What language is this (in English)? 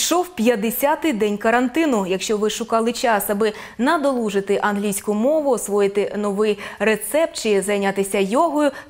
Ukrainian